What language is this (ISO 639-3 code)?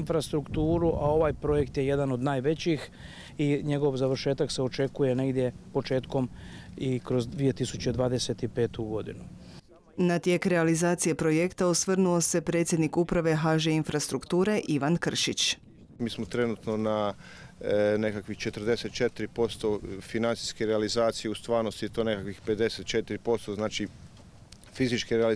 hrv